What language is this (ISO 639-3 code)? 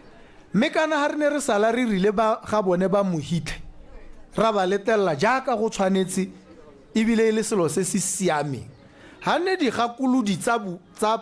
tsn